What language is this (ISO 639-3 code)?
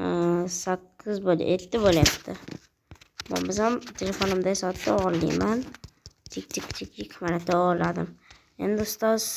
uzb